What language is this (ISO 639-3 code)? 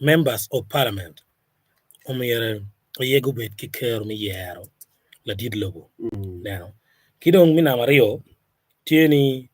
ach